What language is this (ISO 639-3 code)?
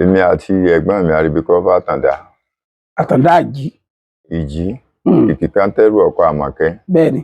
yor